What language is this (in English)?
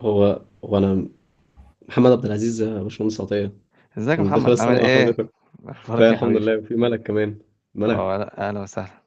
Egyptian Arabic